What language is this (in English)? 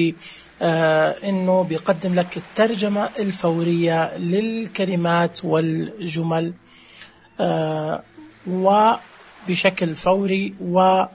Najdi Arabic